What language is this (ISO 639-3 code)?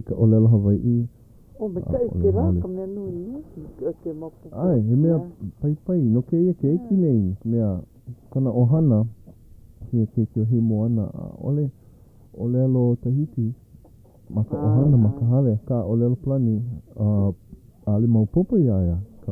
haw